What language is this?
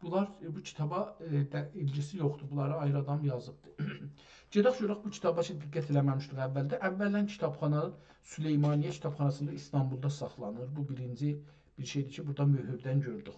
South Azerbaijani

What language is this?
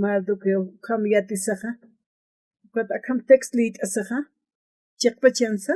Aymara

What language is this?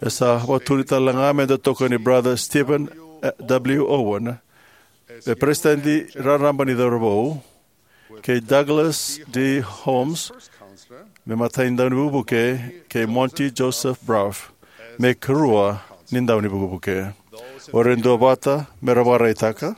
Fijian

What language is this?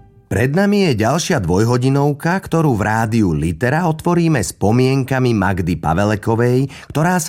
Slovak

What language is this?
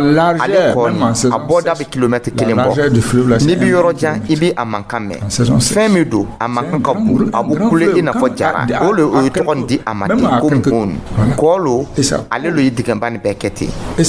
Dyula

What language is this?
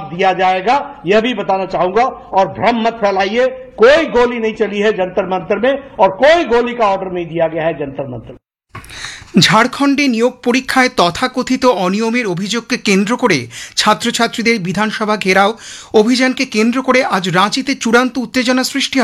Bangla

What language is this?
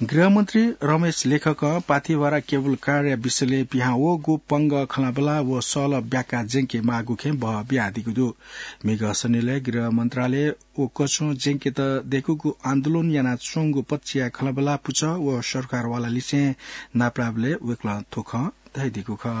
Newari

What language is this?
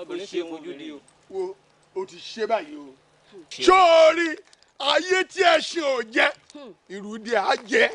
Yoruba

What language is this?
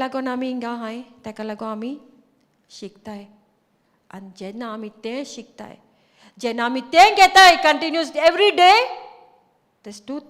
Konkani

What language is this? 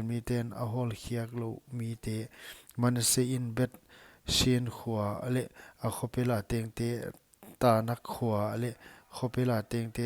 Paite Chin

